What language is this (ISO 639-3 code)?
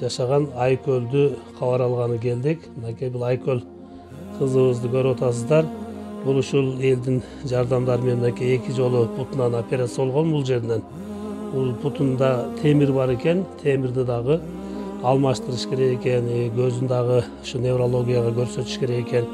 kir